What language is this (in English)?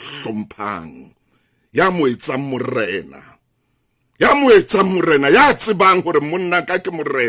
Southern Sotho